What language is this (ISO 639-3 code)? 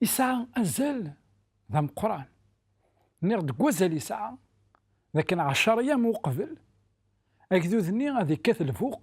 kab